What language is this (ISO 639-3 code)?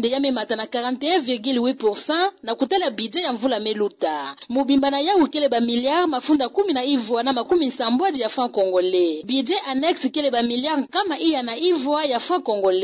ktu